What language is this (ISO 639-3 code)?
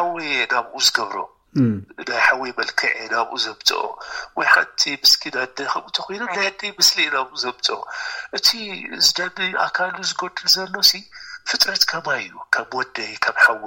tir